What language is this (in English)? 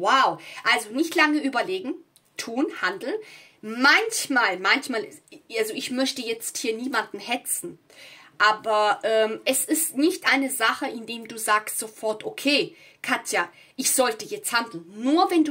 German